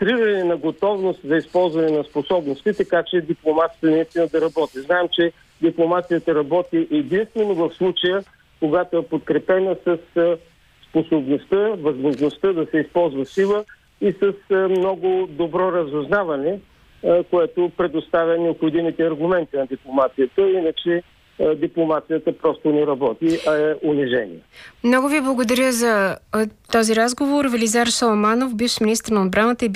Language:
Bulgarian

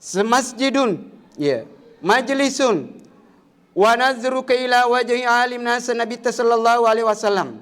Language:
Buginese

